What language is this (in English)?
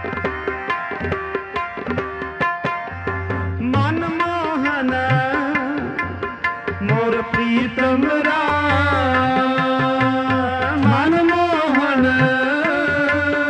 Punjabi